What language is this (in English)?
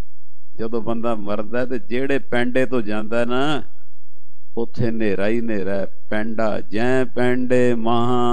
Punjabi